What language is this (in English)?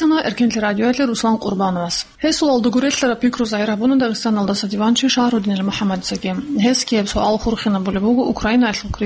Avaric